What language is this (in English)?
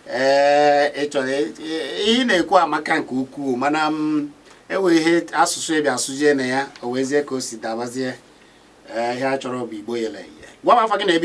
Igbo